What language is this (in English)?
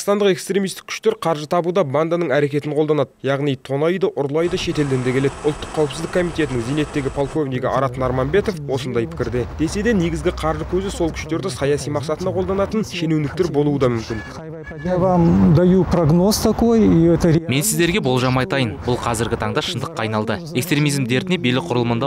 Kazakh